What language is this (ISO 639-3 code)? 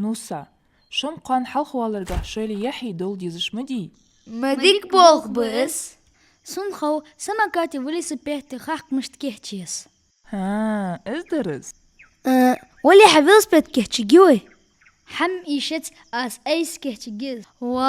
inh